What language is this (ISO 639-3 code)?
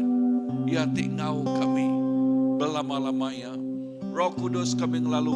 iba